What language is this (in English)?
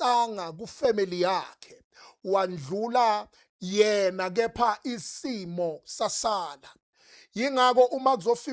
Zulu